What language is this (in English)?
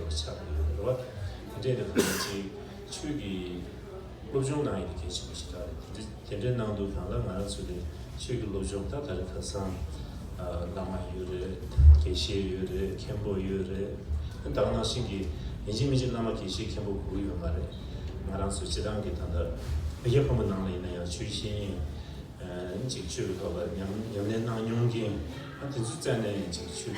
Tibetan